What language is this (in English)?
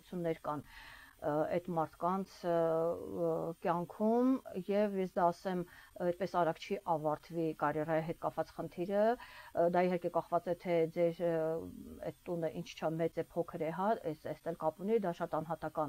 Armenian